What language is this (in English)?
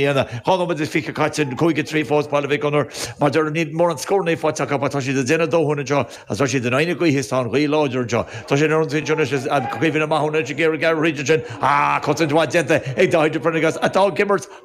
Irish